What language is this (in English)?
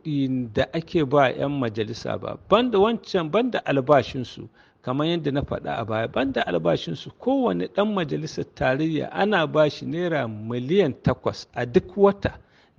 Hausa